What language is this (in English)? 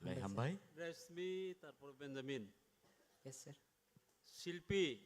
Kok Borok